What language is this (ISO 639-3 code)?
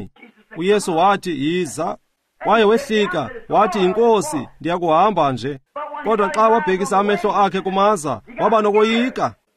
xho